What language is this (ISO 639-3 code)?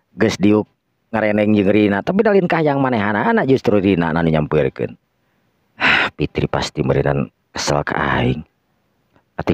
sun